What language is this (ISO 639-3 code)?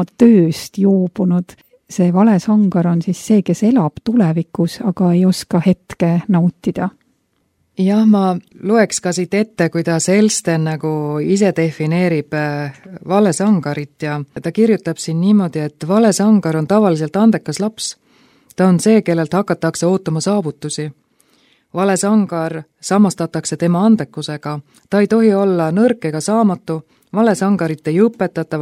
est